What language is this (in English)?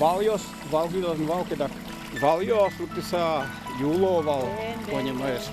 Udmurt